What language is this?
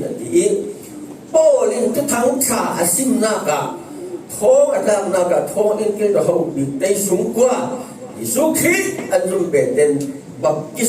Falam Chin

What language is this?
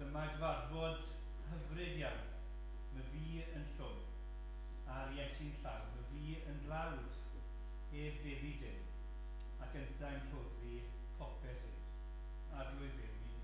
Welsh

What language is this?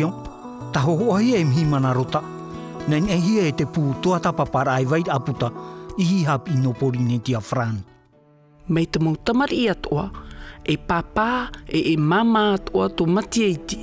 Tahitian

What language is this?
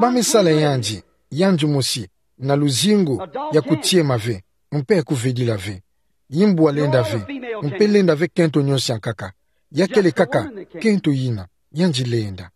Kituba (Democratic Republic of Congo)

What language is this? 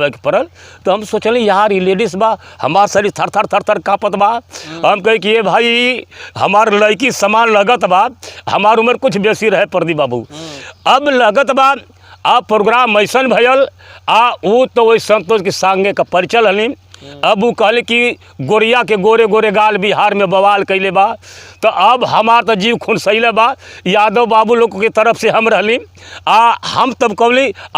Bhojpuri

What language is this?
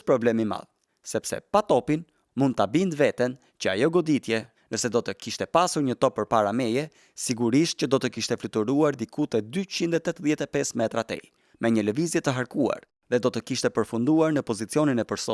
Albanian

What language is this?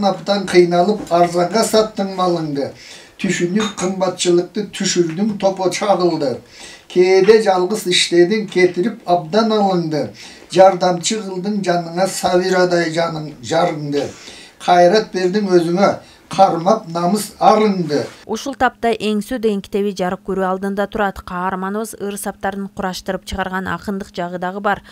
Kyrgyz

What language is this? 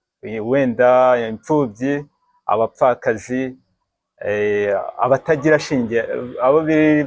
Kinyarwanda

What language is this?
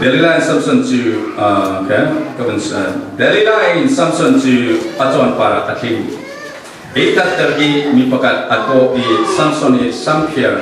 Falam Chin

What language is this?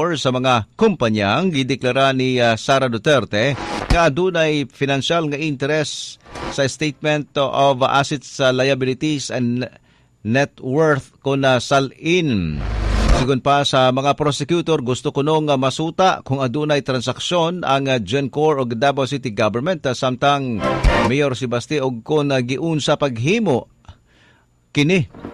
Cebuano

